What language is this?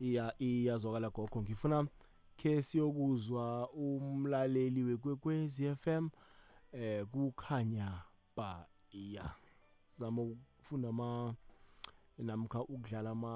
South Ndebele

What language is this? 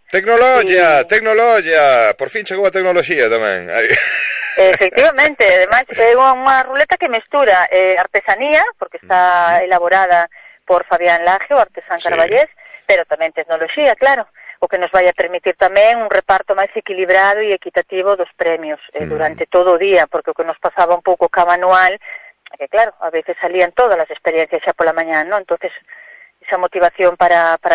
Galician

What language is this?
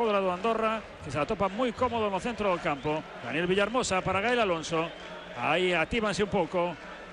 Galician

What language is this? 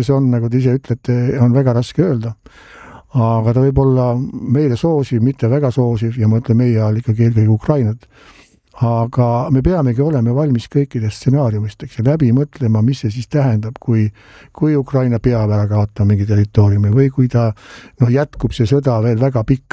Estonian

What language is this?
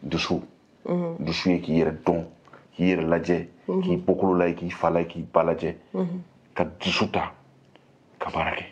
Bambara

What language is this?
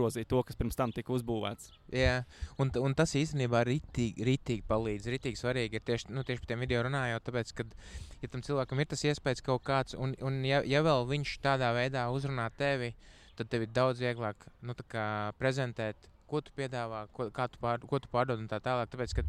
Latvian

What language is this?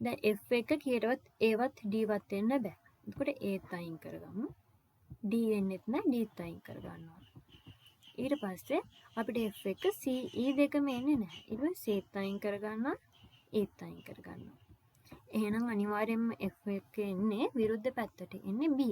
Sinhala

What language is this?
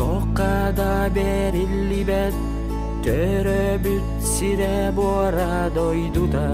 Yakut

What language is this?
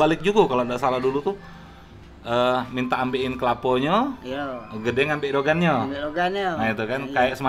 Musi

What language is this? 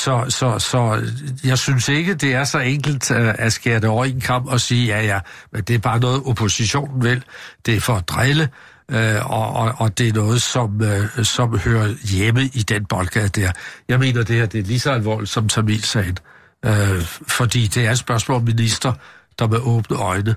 Danish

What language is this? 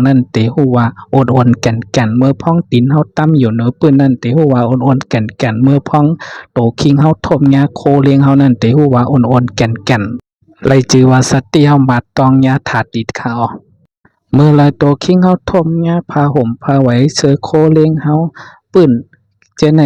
Shan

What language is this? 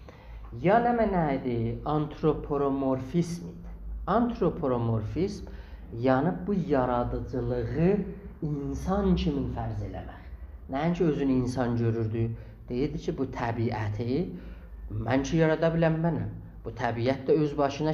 South Azerbaijani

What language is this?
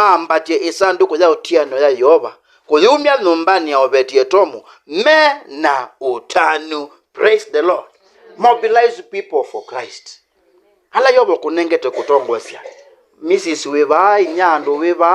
Kamba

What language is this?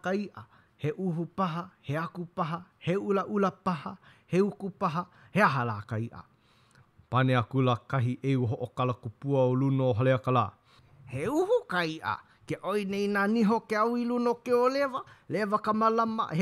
Hawaiian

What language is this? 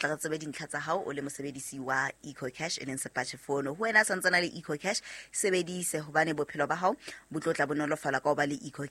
Southern Sotho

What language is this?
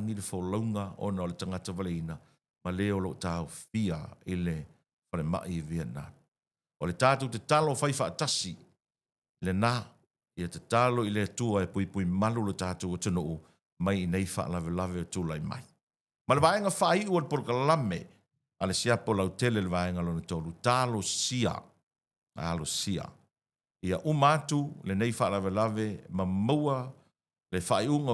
Samoan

